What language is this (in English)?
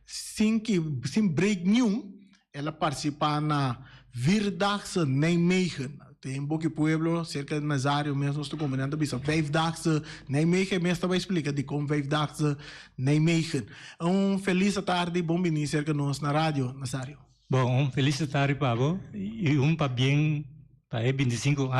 Papiamento